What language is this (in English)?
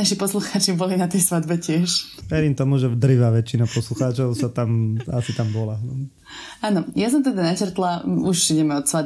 Slovak